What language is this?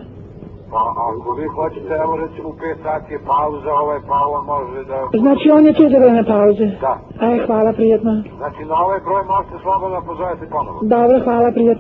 Serbian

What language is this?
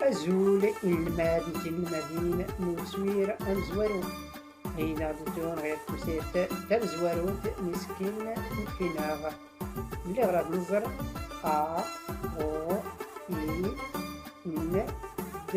Tachelhit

